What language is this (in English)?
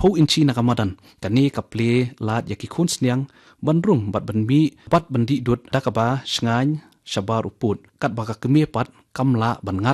Khasi